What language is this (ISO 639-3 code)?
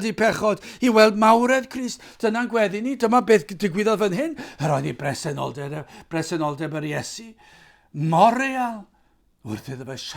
cym